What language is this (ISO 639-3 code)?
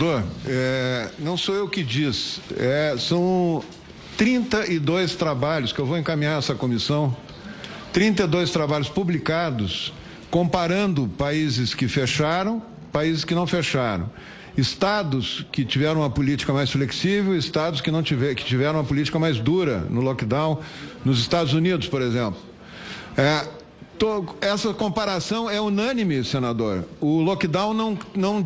por